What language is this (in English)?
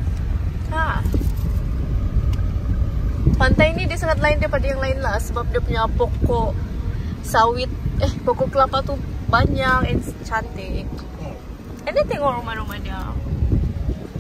Malay